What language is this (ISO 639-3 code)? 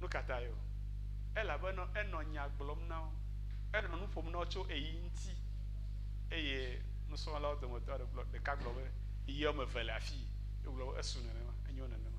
ewe